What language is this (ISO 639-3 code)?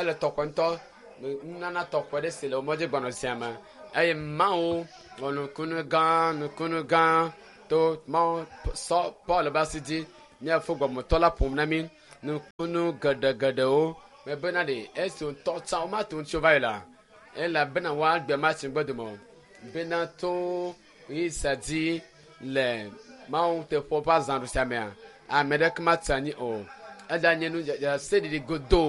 ewe